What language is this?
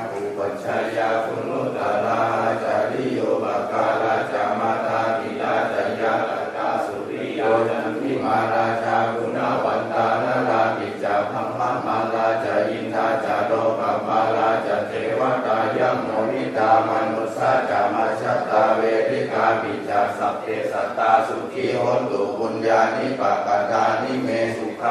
Pali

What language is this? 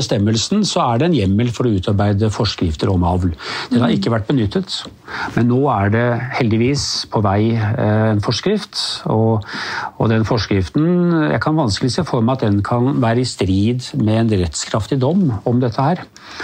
Norwegian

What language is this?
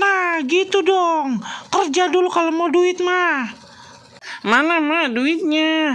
Betawi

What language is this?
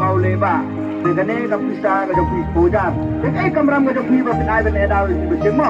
Khasi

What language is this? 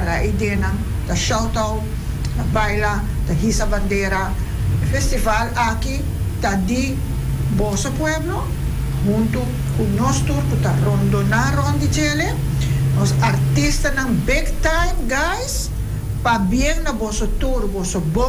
Papiamento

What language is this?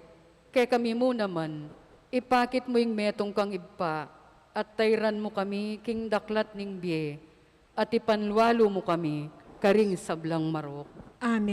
Pampanga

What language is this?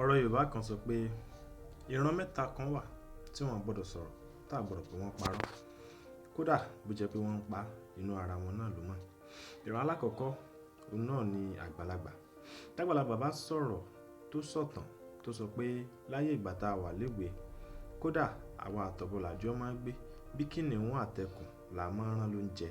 Yoruba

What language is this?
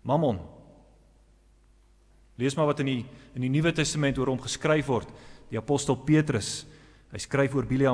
Afrikaans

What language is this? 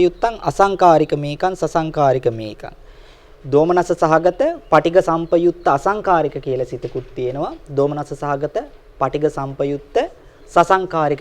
Sinhala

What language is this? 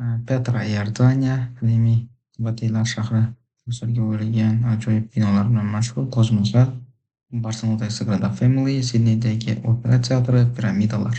Uzbek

